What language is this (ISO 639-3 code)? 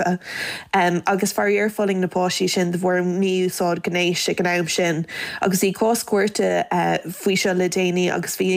gle